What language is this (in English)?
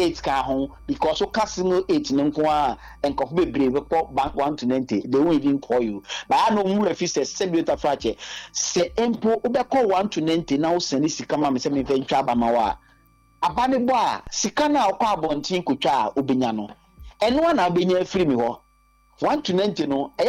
Akan